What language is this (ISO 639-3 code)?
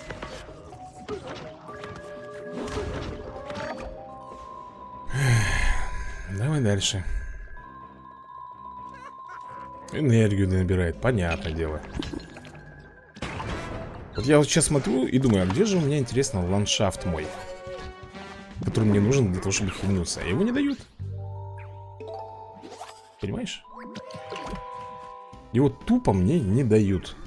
rus